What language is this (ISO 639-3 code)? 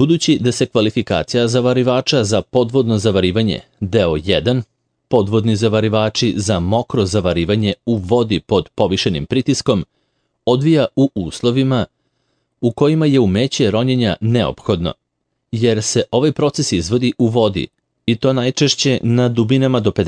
srp